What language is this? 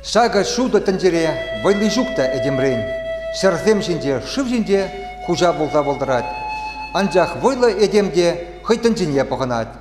Chuvash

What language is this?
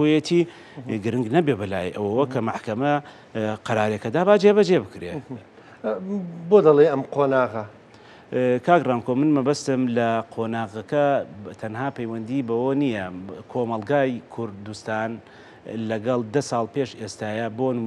Central Kurdish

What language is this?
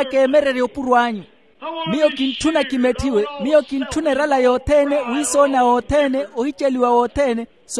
Makhuwa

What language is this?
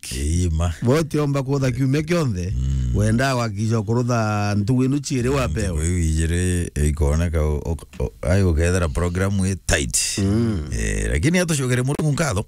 Meru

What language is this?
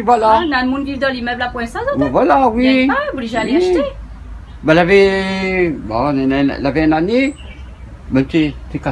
Réunion Creole French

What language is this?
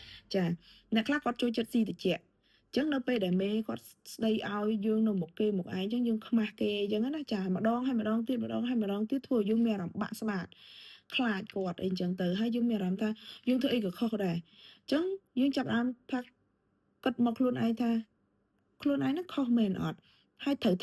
Khmer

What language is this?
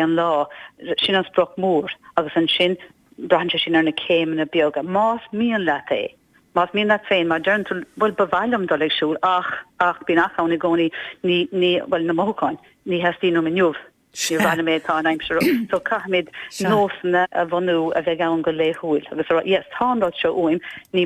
Irish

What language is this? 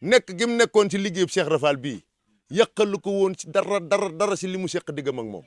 Wolof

